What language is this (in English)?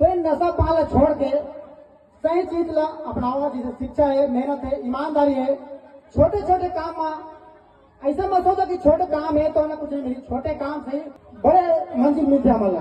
Chhattisgarhi